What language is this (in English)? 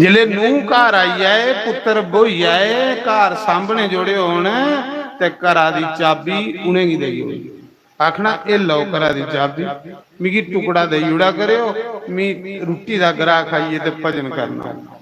Dogri